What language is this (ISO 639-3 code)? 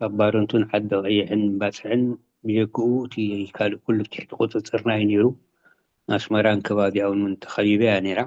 tir